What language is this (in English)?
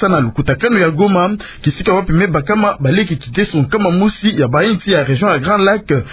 Kituba (Democratic Republic of Congo)